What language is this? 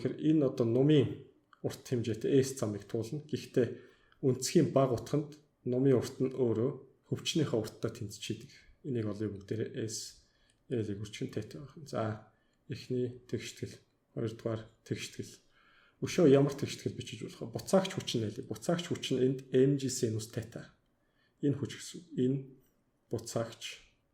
Mongolian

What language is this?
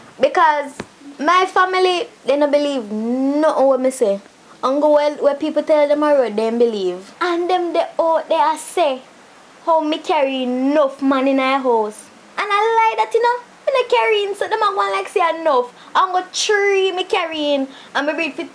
Jamaican Creole English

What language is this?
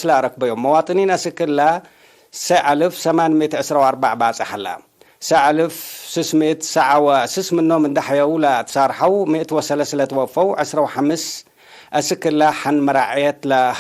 Tigre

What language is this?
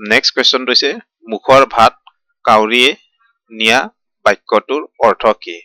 Assamese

